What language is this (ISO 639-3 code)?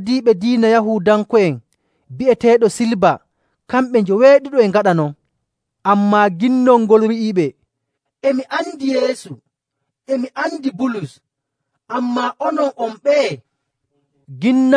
fuv